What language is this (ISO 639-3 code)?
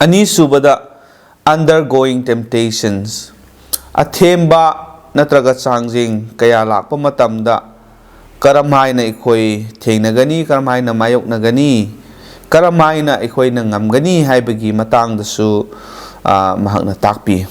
mni